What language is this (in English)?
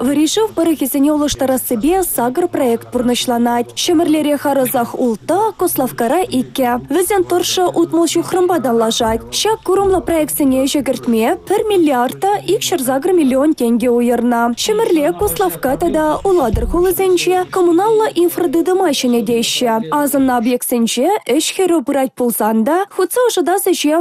Chuvash